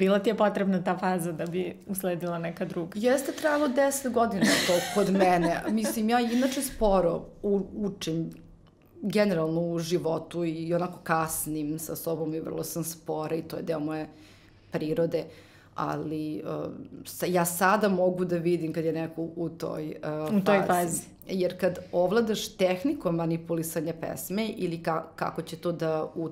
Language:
Serbian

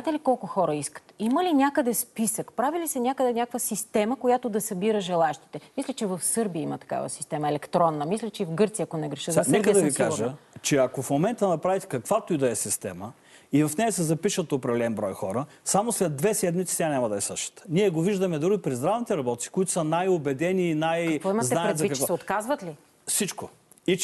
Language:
Bulgarian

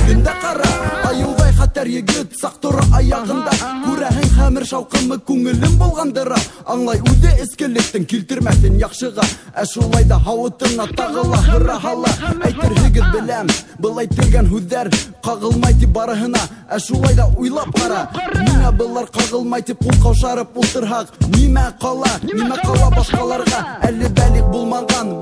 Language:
Bashkir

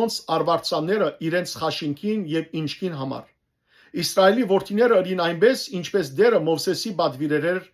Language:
Western Armenian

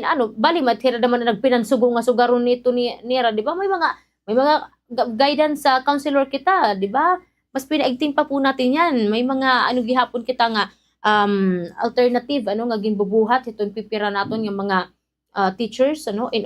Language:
Waray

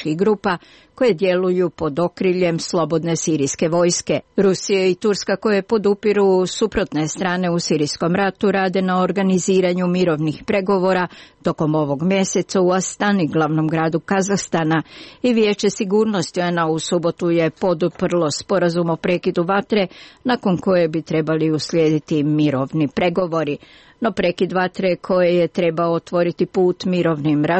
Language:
Croatian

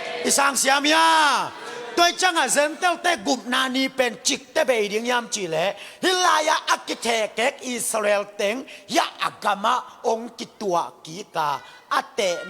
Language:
Tedim Chin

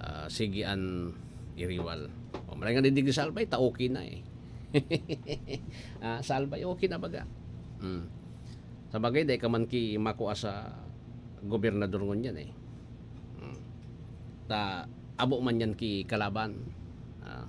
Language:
Bikol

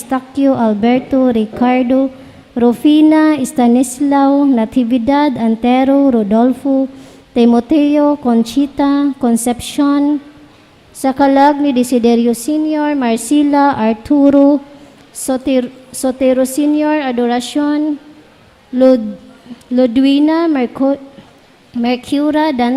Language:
Cebuano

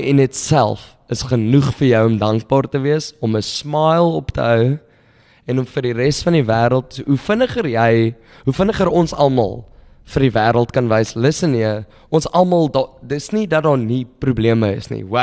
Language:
Afrikaans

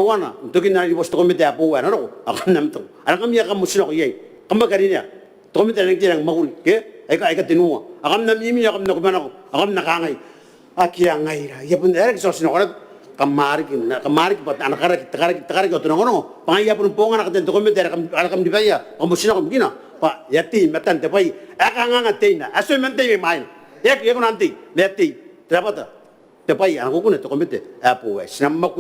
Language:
Gilbertese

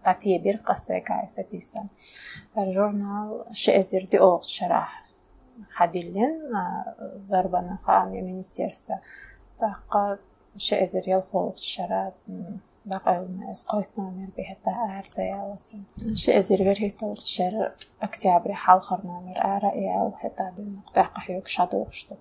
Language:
Chechen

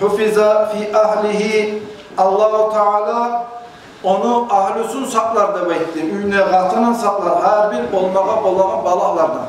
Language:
Kumyk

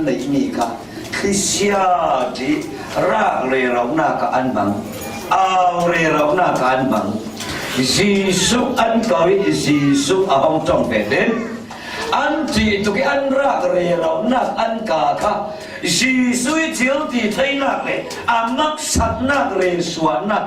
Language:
Falam Chin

